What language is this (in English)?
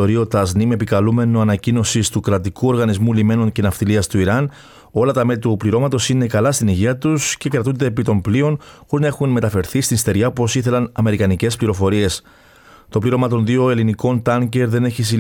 Greek